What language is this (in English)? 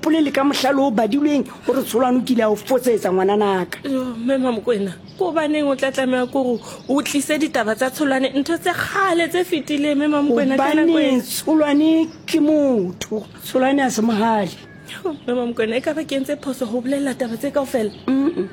Southern Sotho